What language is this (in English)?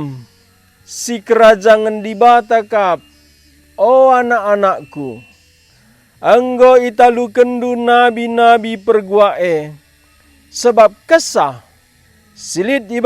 Batak Karo